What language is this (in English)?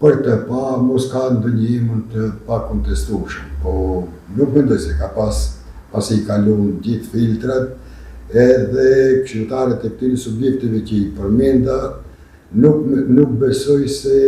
Albanian